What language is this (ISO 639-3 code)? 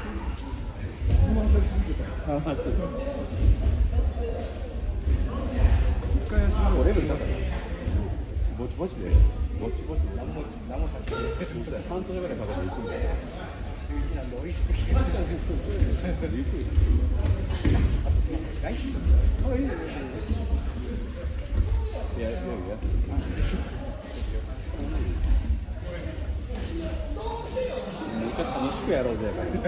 jpn